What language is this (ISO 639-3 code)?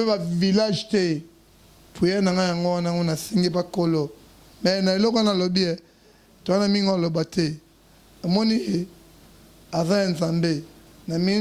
lin